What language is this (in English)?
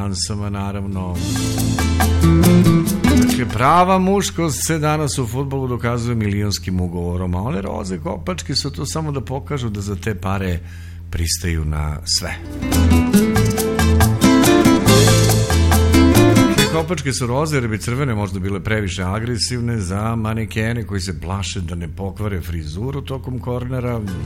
Serbian